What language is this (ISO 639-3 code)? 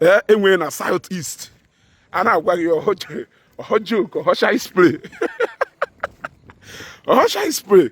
ibo